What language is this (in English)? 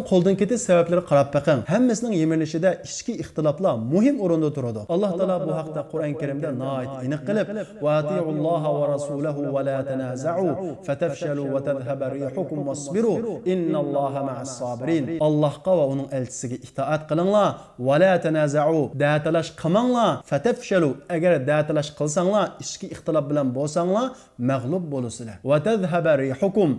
Uyghur